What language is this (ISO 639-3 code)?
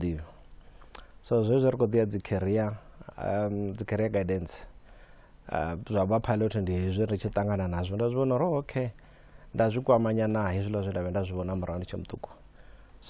ven